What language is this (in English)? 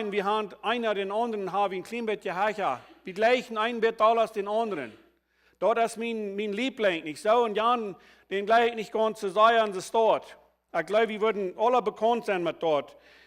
Plautdietsch